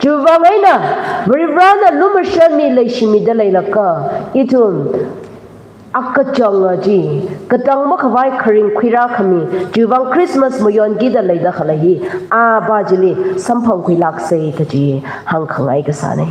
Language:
Tangkhul Naga (India)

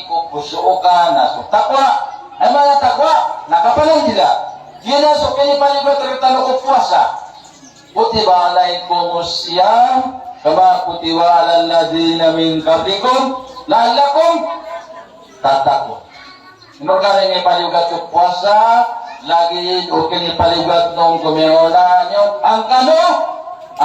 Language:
Maranao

